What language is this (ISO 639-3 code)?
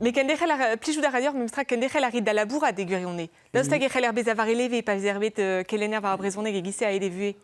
bre